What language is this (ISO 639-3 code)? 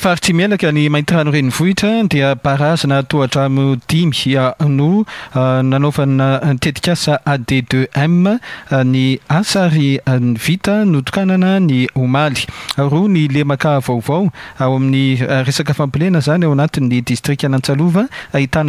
mlg